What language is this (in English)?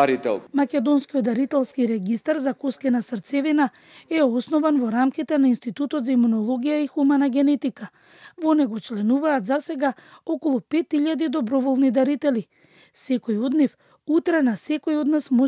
Macedonian